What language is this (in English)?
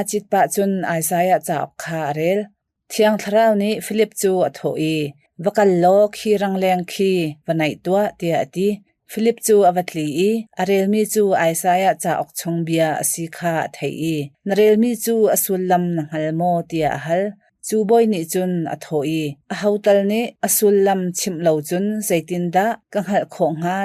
Hakha Chin